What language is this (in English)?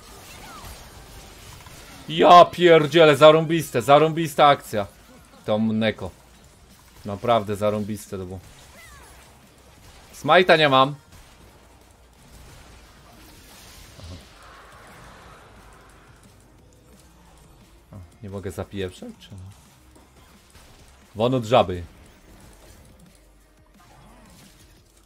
Polish